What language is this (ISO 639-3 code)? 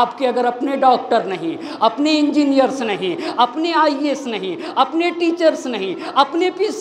urd